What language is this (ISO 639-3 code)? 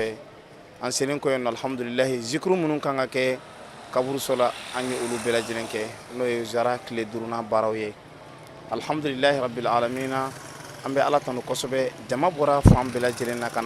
bam